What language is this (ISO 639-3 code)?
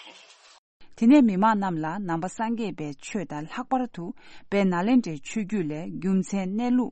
bod